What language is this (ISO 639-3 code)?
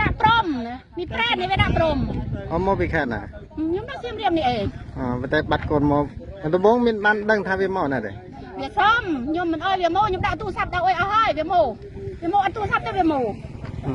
khm